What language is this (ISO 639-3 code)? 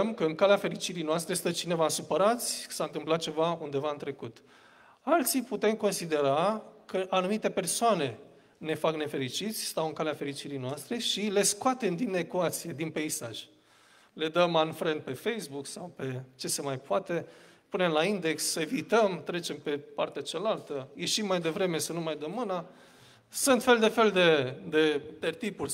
ron